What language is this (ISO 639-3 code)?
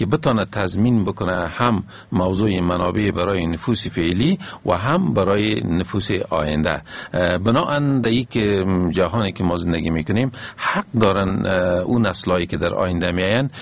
fas